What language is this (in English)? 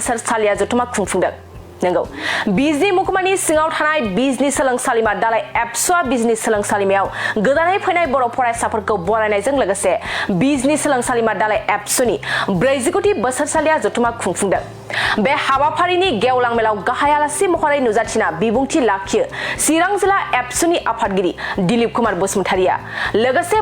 Bodo